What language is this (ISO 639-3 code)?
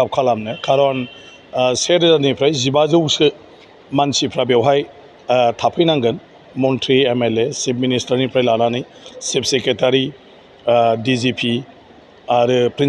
brx